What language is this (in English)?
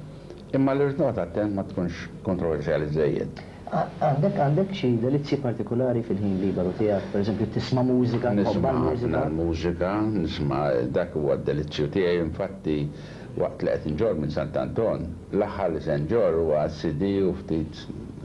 Maltese